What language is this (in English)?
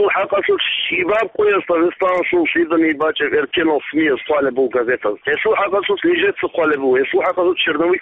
Avaric